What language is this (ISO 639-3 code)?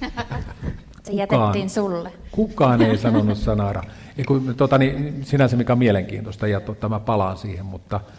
fin